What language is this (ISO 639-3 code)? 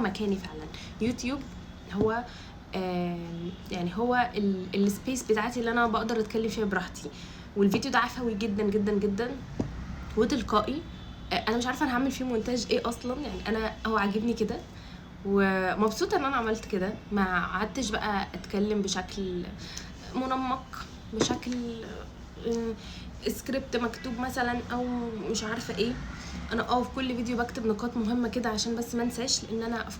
arz